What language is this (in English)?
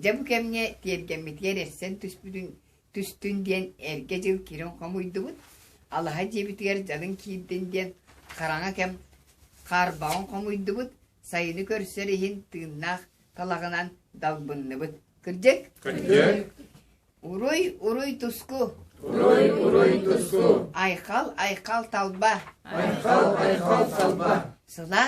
Yakut